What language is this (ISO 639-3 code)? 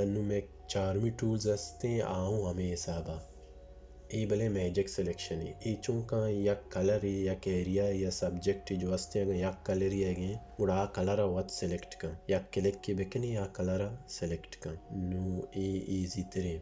bal